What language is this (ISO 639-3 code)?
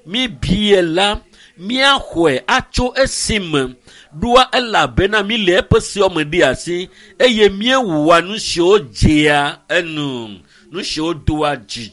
ewe